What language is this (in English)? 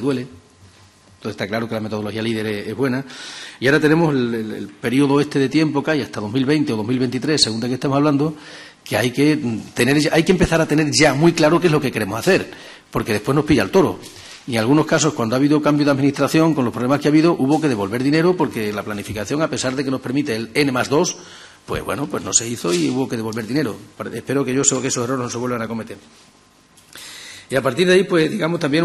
Spanish